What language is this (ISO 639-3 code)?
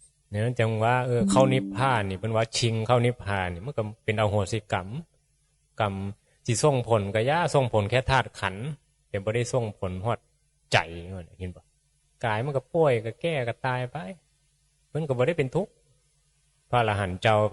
tts